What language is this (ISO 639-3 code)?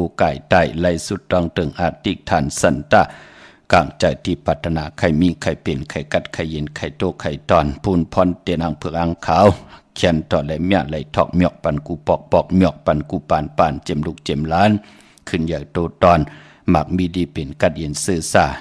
shn